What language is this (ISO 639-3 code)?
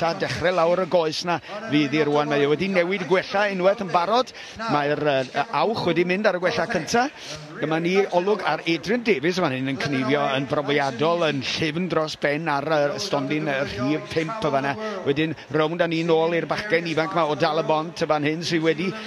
cym